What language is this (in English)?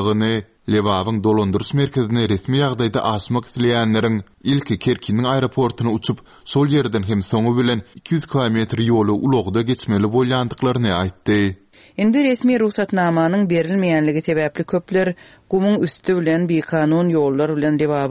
Turkmen